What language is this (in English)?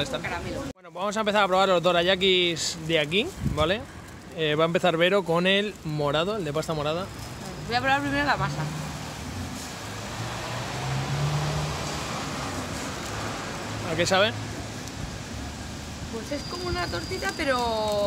Spanish